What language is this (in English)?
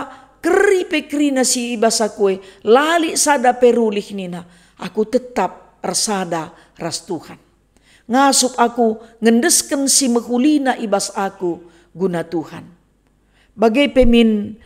Batak Karo